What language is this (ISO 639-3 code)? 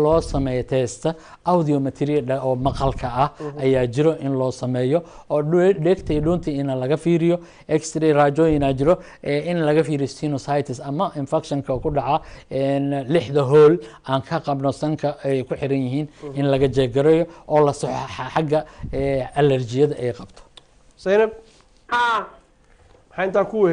som